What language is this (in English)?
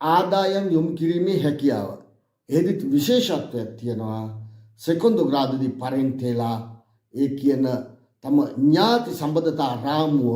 Sinhala